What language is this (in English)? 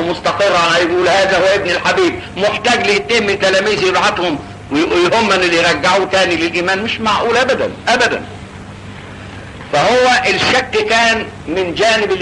Egyptian Arabic